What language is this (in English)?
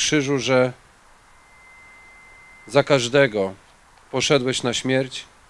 Polish